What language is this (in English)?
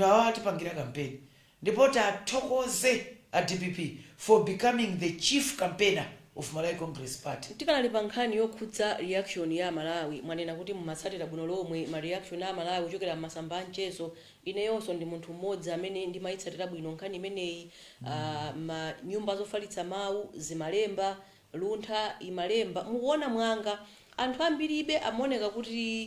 Nyanja